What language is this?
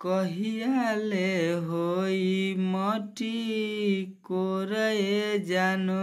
Bhojpuri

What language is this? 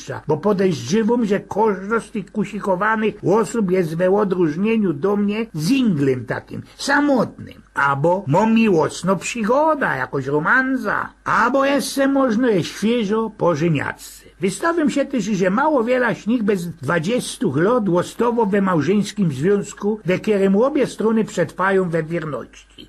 Silesian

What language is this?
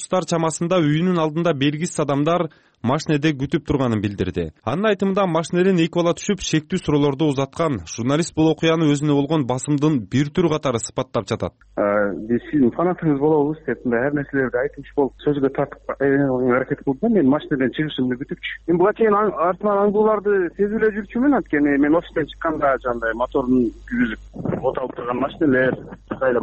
Kyrgyz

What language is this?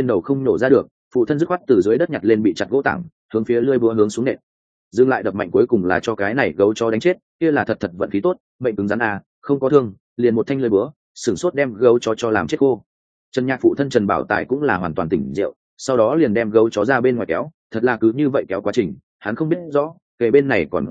Vietnamese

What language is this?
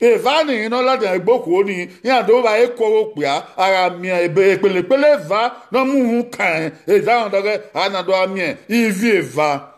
Bini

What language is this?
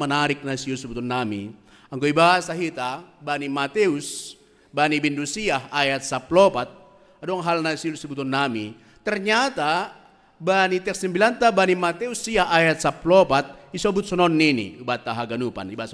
Batak Simalungun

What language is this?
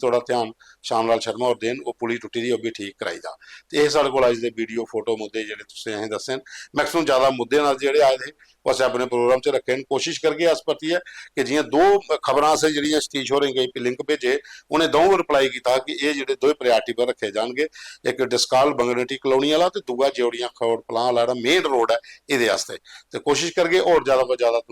Dogri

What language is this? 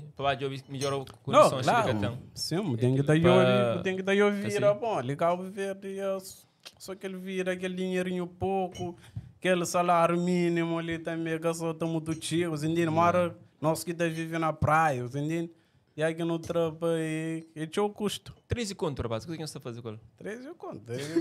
Kabuverdianu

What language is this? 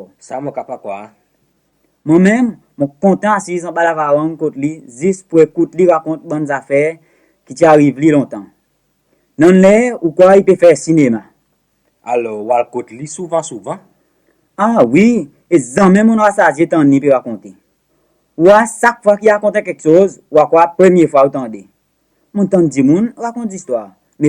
Seselwa Creole French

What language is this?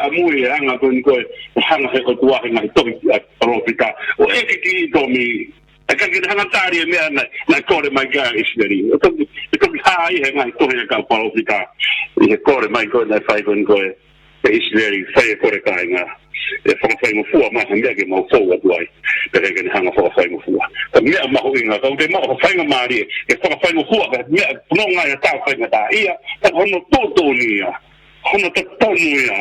Tongan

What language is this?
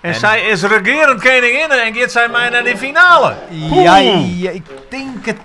Western Frisian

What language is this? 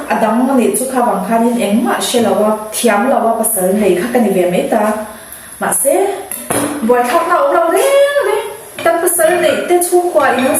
Mizo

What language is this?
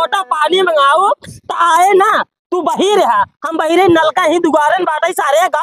Awadhi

